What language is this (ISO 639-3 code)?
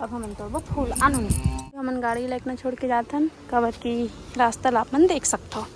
hne